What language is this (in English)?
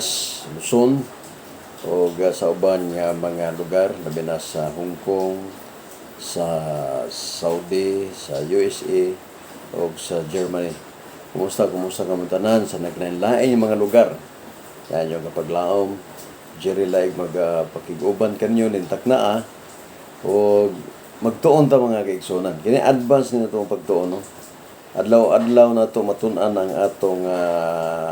Cebuano